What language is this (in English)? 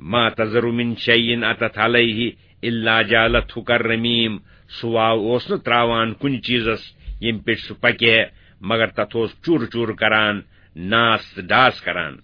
Kashmiri